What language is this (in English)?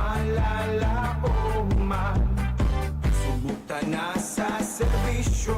Bikol